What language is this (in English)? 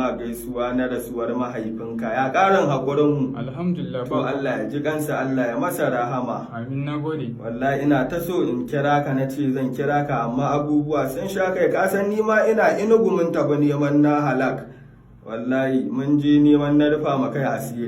Hausa